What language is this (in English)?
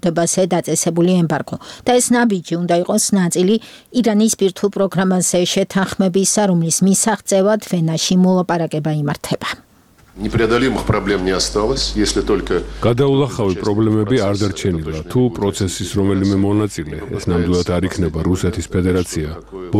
Georgian